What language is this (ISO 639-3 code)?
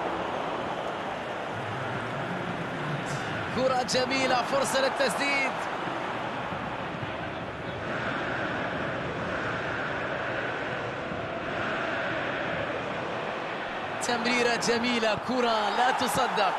ara